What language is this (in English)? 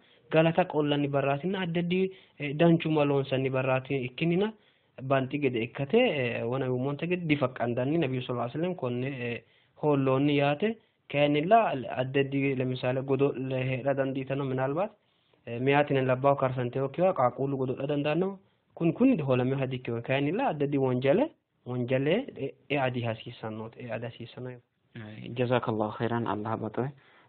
Sidamo